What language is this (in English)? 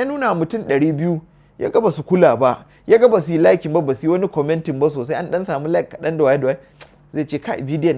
Hausa